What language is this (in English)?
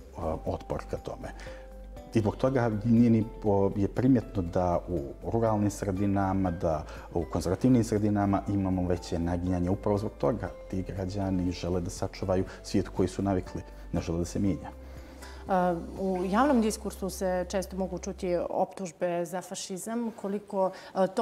Bosnian